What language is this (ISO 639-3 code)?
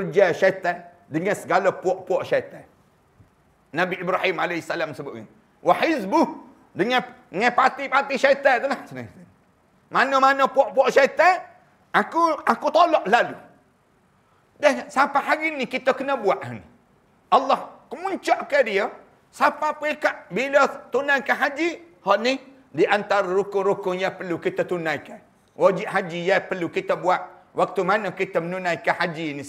msa